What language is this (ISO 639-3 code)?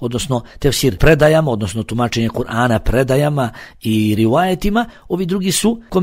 bos